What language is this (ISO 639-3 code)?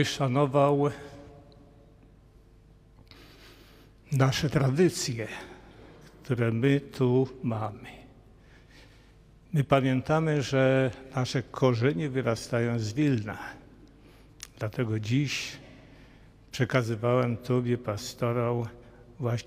pol